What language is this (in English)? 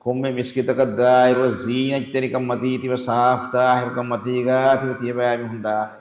Divehi